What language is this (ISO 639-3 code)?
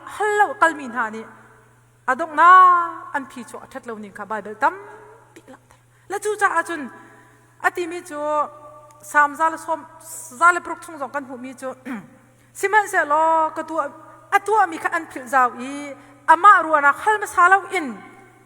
cnh